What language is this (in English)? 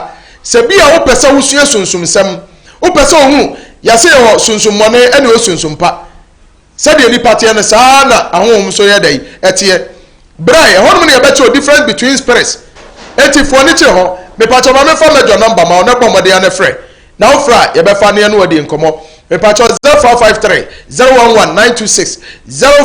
Akan